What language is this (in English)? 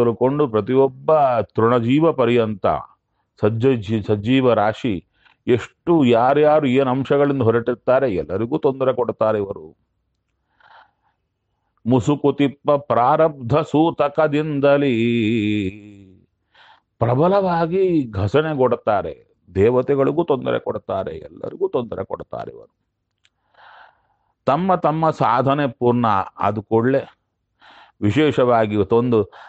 Kannada